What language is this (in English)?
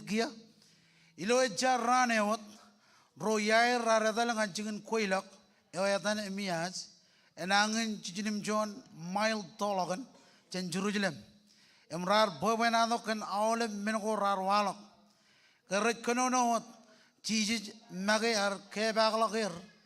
Marshallese